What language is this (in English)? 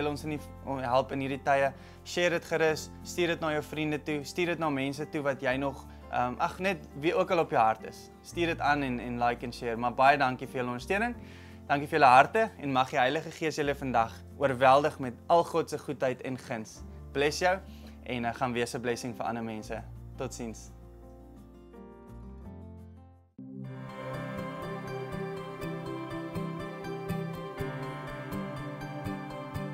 Afrikaans